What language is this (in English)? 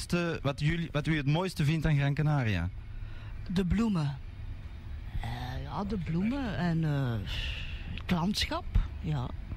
Dutch